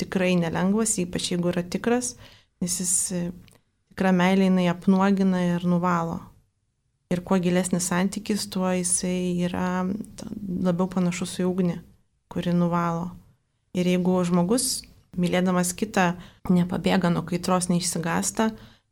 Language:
Lithuanian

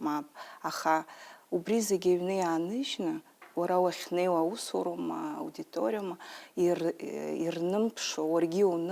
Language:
Abkhazian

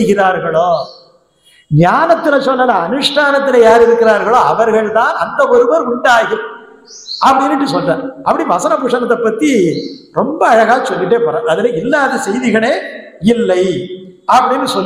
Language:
Tamil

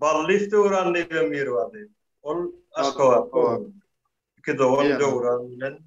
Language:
Turkmen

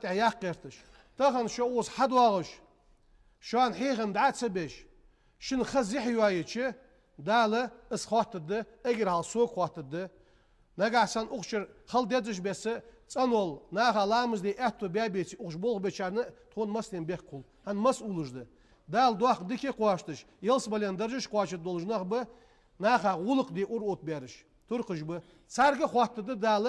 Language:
Ingush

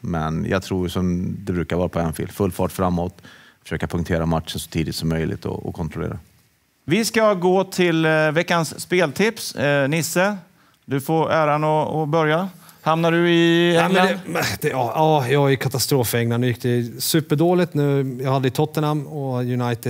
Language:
Swedish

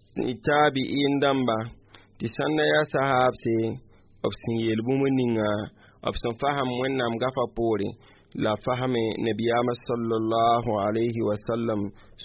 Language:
Mossi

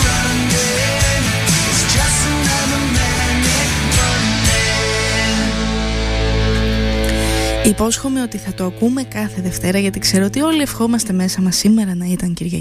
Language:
Greek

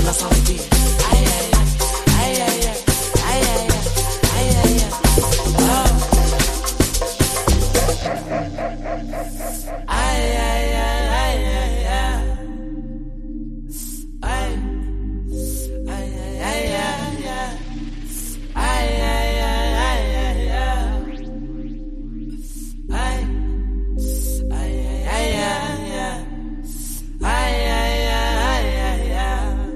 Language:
Swahili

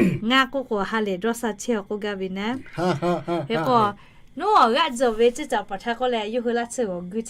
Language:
Lahu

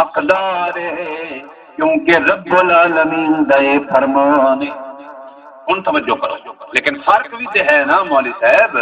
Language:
Saraiki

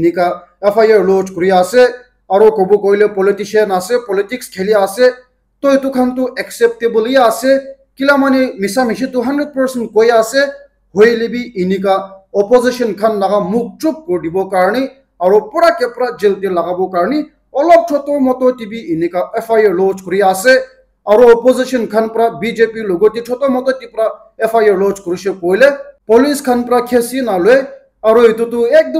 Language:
Naga Pidgin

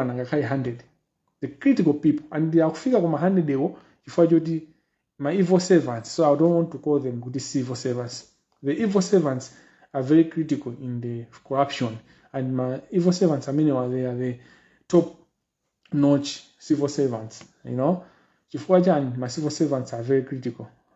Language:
Nyanja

